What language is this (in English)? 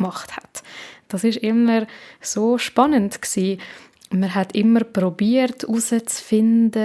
Swiss German